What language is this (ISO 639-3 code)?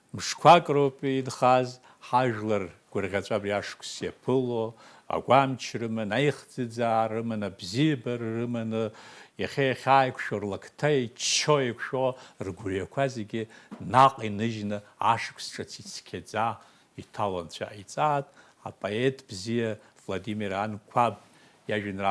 abk